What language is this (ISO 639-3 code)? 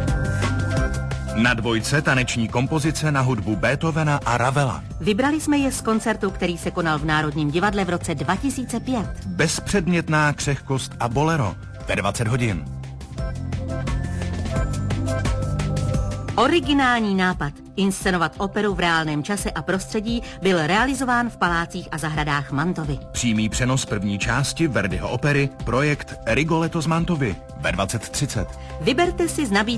ces